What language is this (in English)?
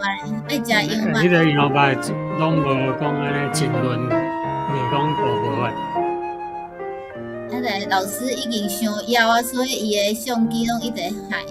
Min Nan Chinese